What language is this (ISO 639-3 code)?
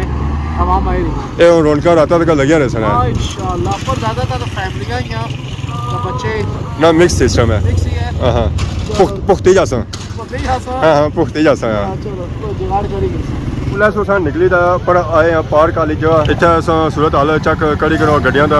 phr